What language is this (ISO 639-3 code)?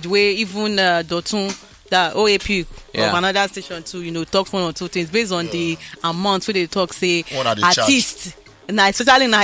pcm